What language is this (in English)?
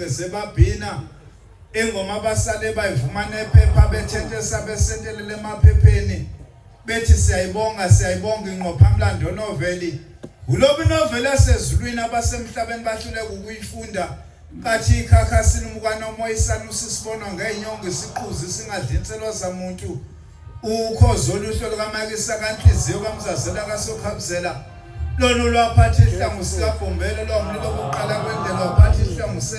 Zulu